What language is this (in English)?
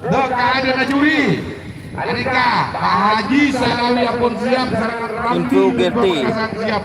Madurese